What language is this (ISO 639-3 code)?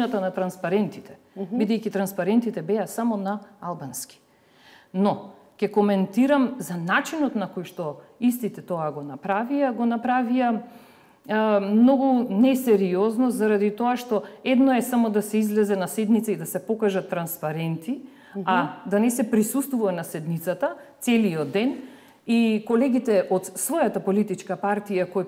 mkd